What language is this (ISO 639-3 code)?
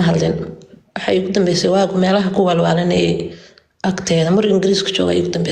som